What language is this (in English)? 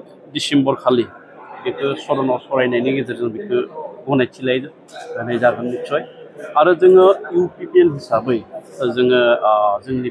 Bodo